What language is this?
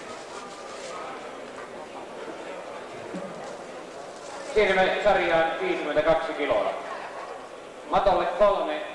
Finnish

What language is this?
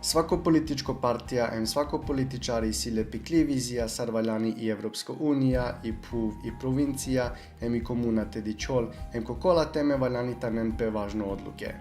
Balkan Romani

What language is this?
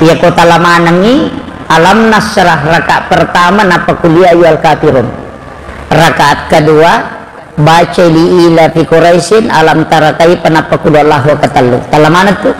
Buginese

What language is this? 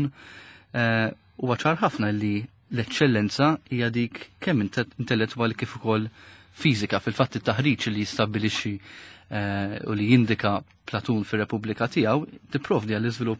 Maltese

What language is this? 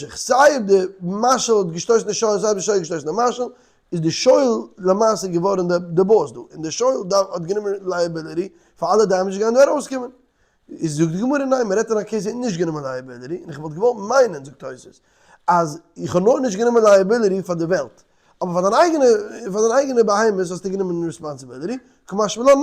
Yiddish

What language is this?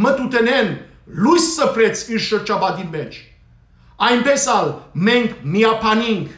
Western Armenian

